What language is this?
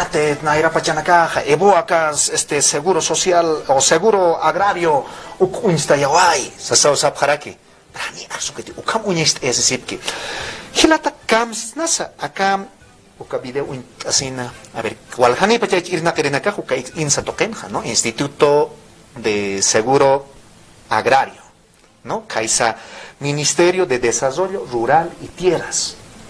Aymara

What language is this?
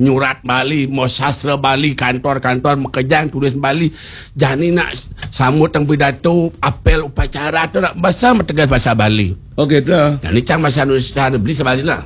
Balinese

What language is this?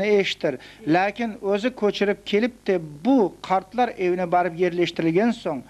Crimean Tatar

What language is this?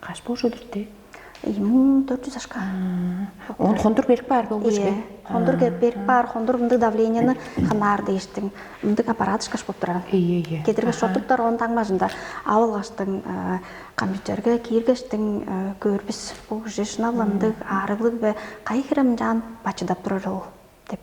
Tuvinian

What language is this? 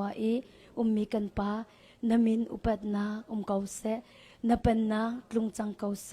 Hakha Chin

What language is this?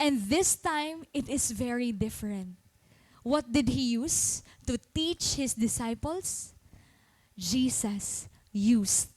Waray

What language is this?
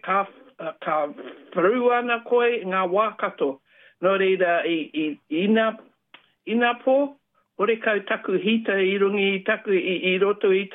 Māori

